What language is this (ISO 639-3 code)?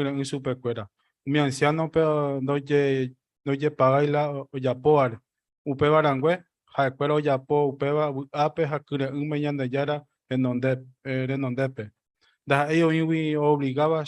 grn